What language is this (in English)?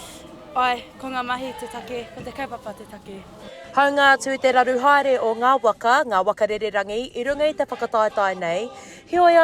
Māori